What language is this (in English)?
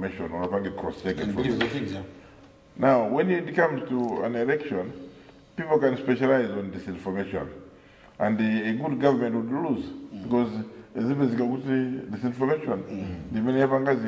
Nyanja